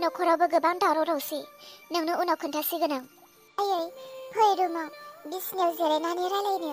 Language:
Bodo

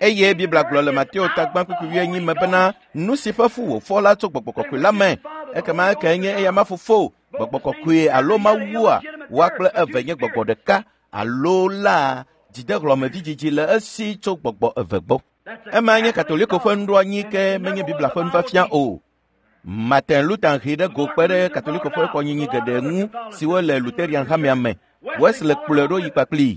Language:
Ewe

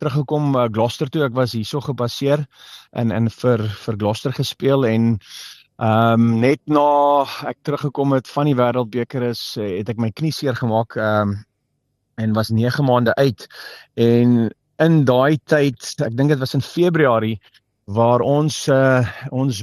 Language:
Afrikaans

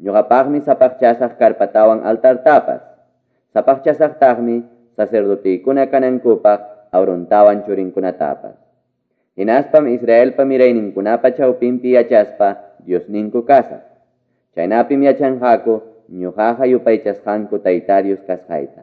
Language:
Quechua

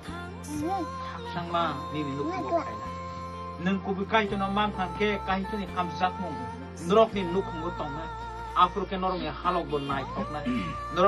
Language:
Kok Borok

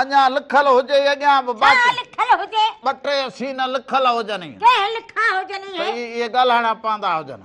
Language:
Sindhi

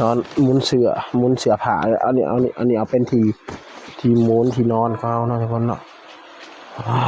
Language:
Northeastern Thai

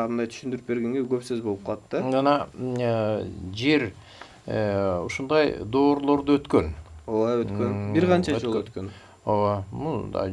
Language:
Kyrgyz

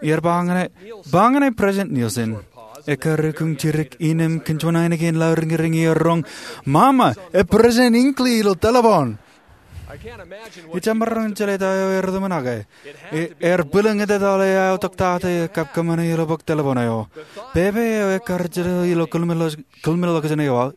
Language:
Marshallese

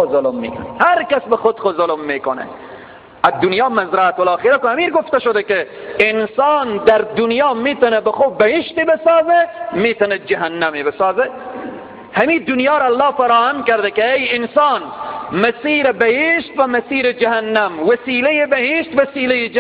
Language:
Persian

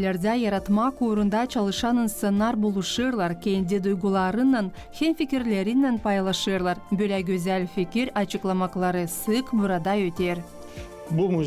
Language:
Gagauz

